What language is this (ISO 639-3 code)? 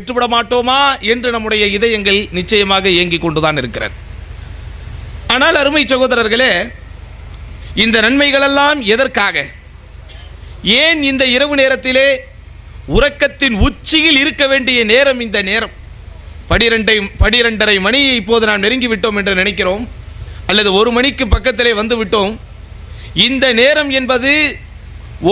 tam